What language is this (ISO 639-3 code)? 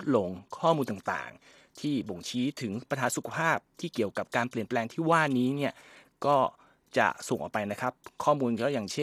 tha